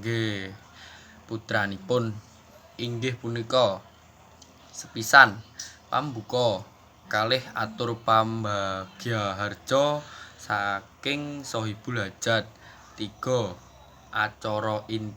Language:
Javanese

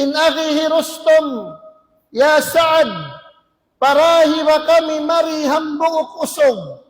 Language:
Tausug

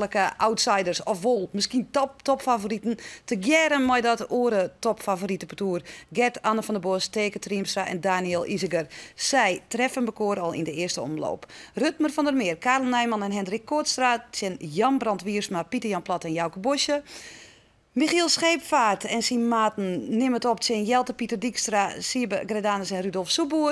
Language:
Western Frisian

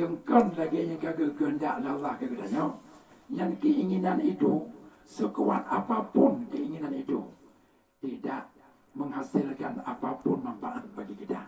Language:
Achinese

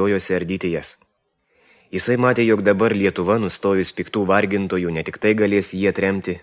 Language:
Lithuanian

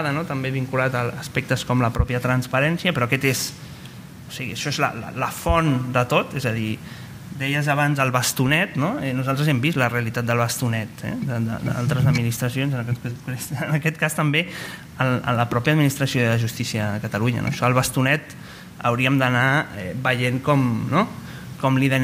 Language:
Catalan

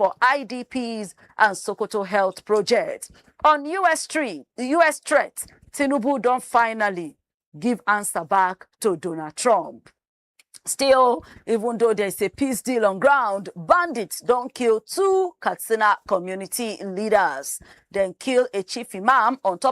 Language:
Nigerian Pidgin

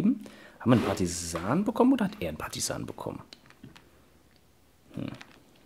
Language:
German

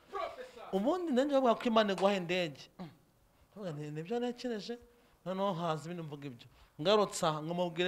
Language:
Kinyarwanda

